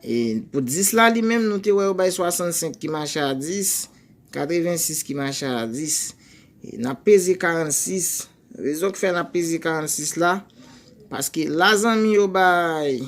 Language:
Haitian Creole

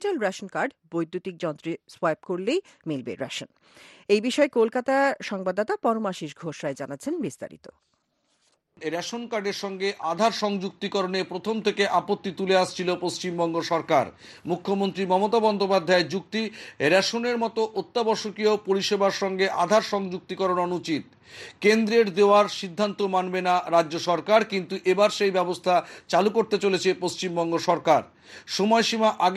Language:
Bangla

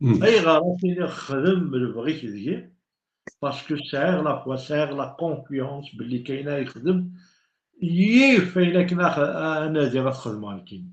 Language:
Kabyle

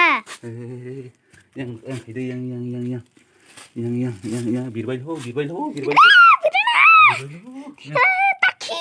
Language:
Kok Borok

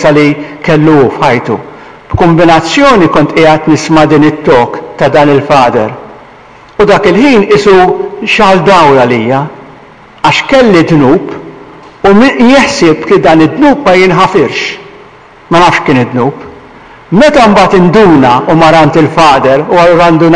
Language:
Maltese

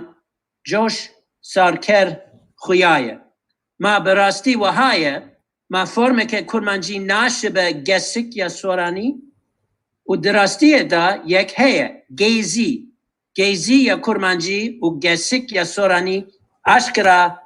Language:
Kurdish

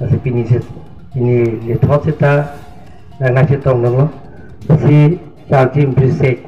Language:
Karbi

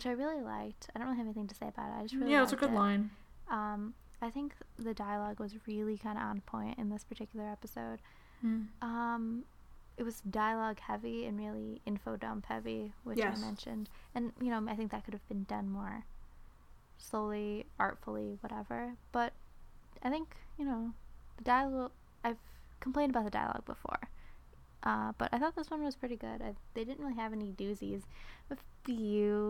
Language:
English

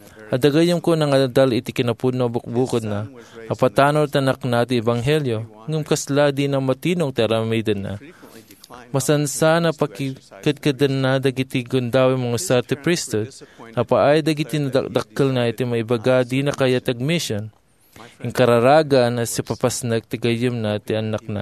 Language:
Iloko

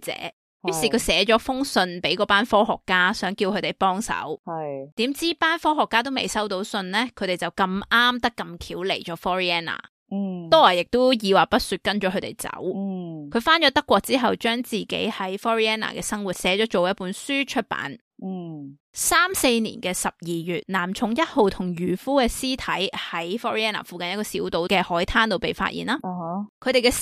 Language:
Cantonese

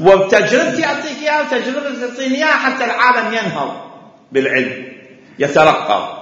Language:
Mesopotamian Arabic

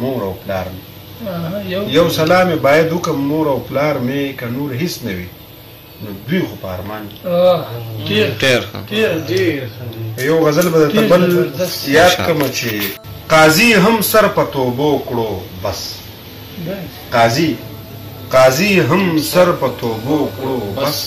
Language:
Pashto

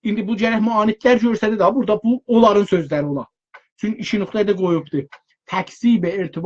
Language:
South Azerbaijani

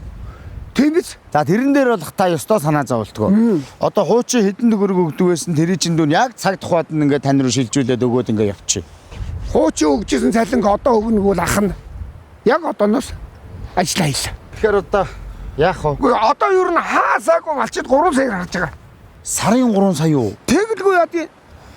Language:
Mongolian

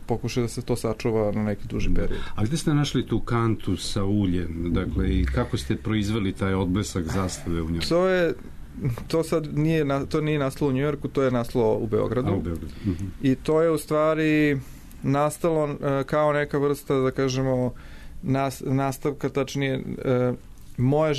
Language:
Serbian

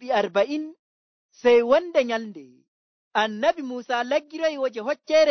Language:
Nigerian Fulfulde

